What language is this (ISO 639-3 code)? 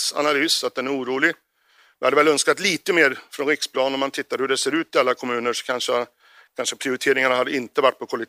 swe